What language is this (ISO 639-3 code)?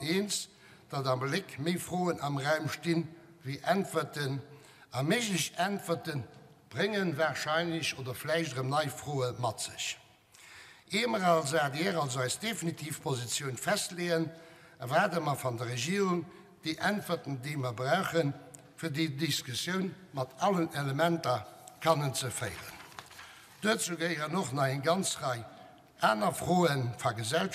ltz